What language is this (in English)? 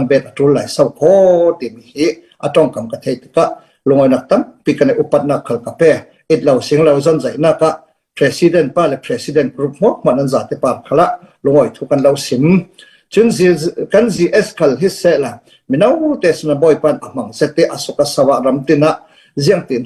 Falam Chin